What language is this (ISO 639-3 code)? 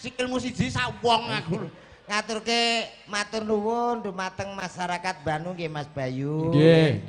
jav